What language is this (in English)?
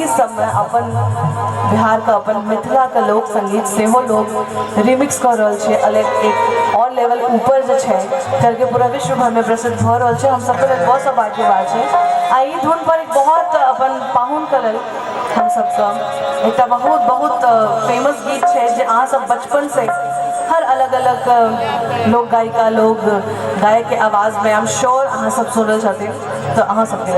Maithili